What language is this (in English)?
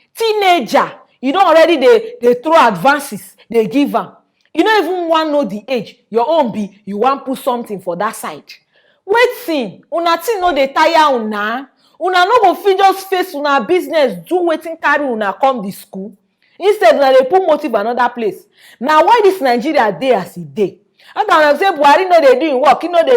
Nigerian Pidgin